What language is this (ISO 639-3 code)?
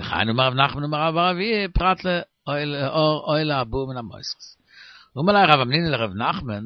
yid